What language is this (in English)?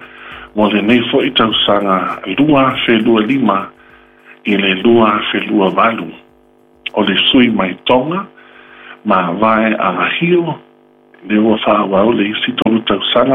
Samoan